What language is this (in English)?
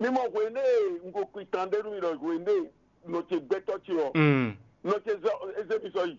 Fon